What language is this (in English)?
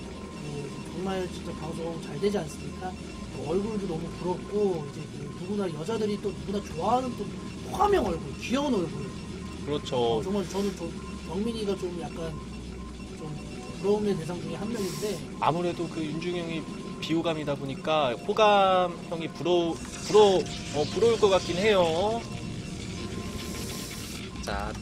Korean